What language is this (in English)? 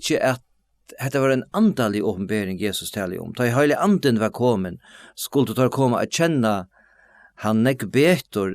Faroese